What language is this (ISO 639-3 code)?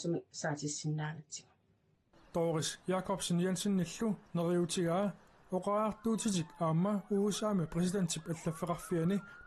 kal